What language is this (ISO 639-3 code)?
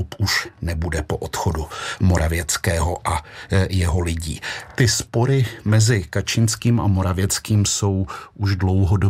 ces